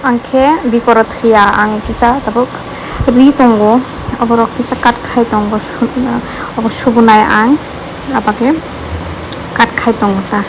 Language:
Kok Borok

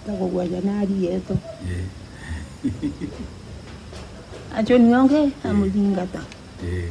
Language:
Meru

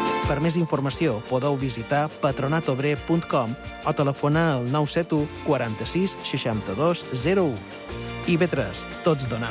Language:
Catalan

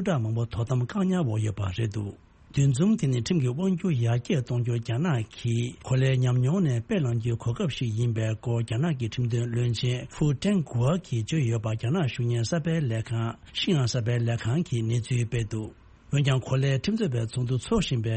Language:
Tibetan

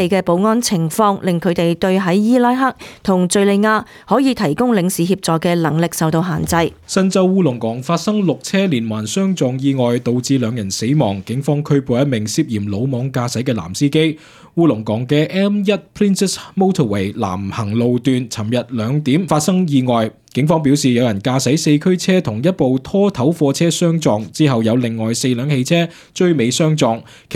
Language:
Cantonese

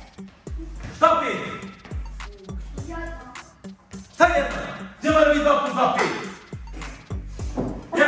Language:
Croatian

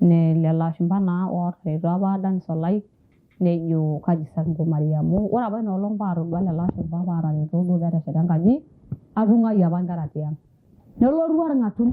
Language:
Masai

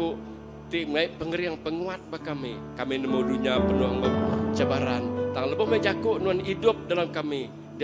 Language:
Iban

